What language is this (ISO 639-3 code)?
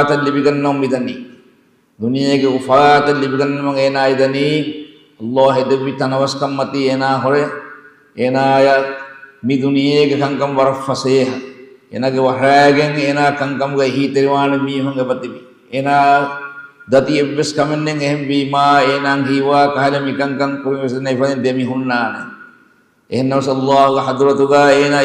div